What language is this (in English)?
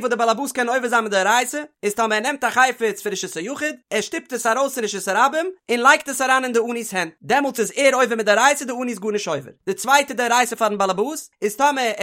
Yiddish